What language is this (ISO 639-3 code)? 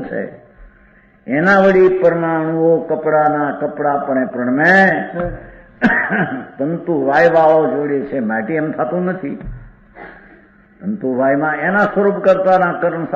guj